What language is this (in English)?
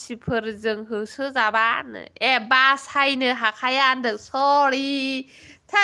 Bodo